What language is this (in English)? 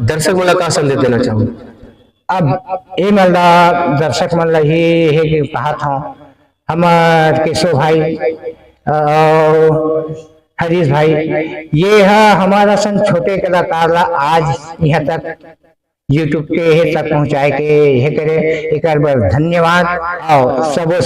Chhattisgarhi